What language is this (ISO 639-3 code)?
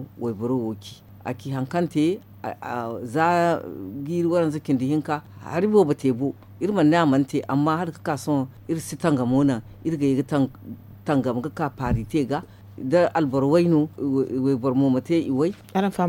dje